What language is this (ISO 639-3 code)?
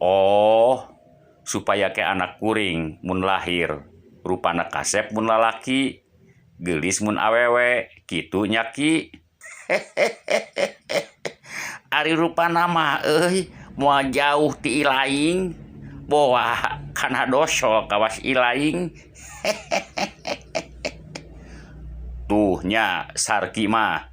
sun